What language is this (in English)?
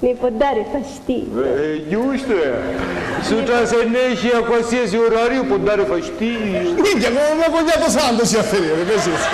Sicilian